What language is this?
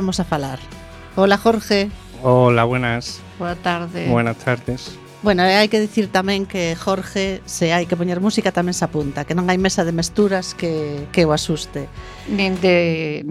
Galician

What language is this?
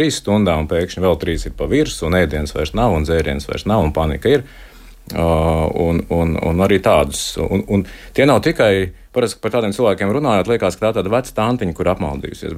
Latvian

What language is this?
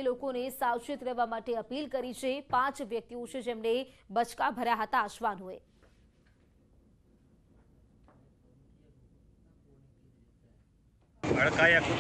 Gujarati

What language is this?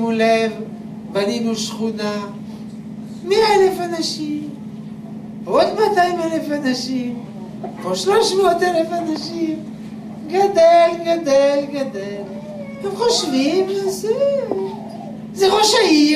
Hebrew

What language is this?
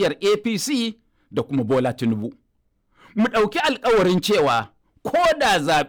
Hausa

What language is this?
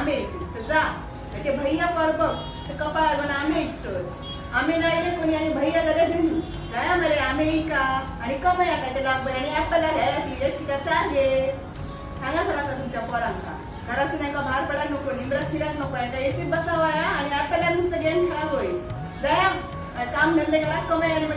Konkani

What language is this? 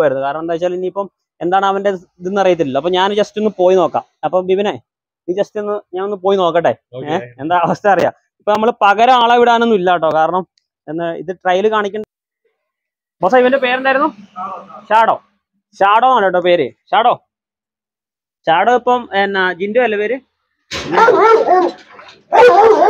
Malayalam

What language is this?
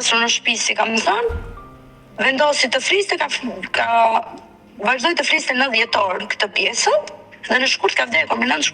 Albanian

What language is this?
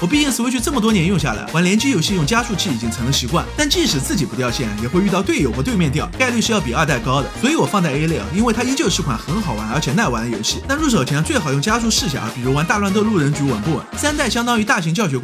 Chinese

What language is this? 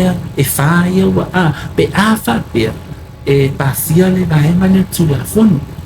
Samoan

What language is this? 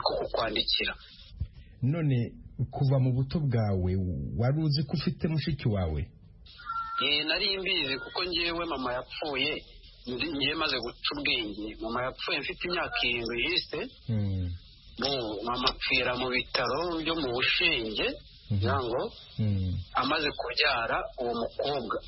Kinyarwanda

